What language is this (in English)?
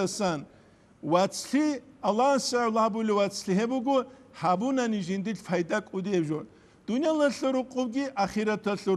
Avaric